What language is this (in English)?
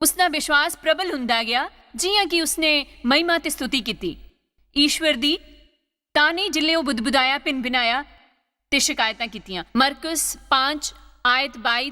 Dogri